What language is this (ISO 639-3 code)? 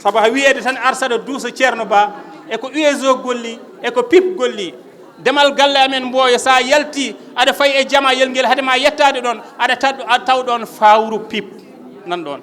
ful